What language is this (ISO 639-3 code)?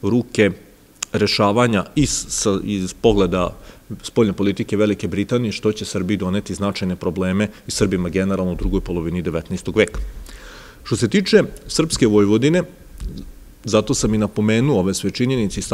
srp